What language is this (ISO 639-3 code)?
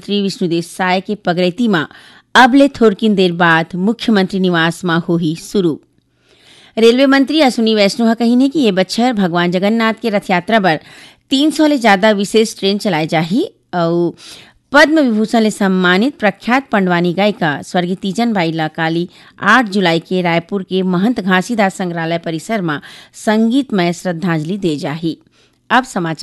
hne